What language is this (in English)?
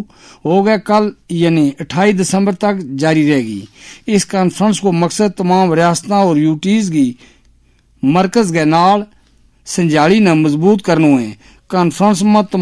Gujari